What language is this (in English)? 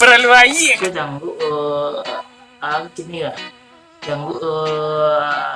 Minangkabau